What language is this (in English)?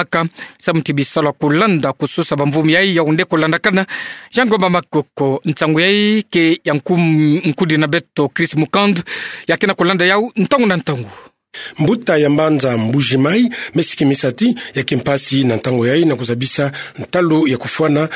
Kituba (Democratic Republic of Congo)